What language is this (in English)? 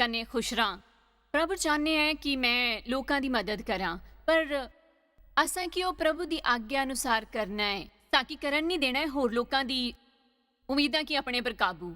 Dogri